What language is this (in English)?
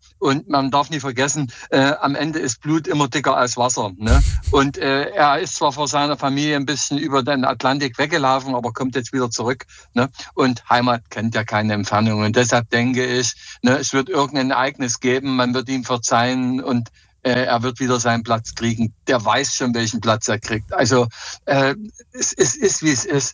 German